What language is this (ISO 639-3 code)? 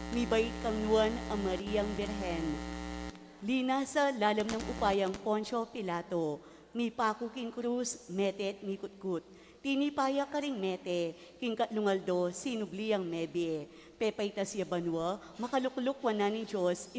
pam